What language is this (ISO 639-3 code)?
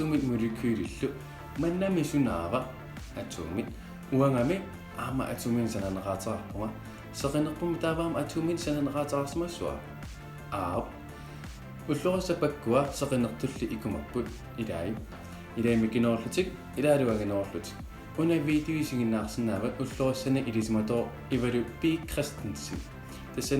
kal